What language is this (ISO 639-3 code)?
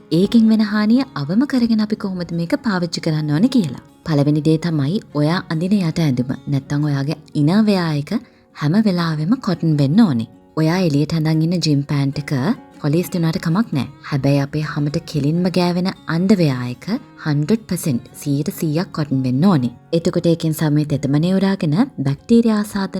sin